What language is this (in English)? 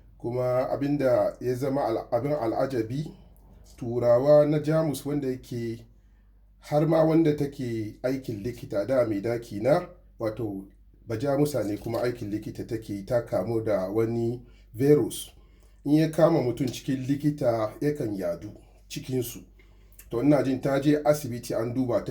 Hausa